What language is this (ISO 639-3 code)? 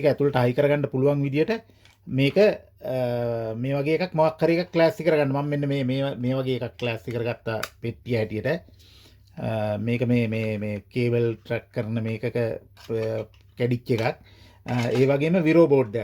sin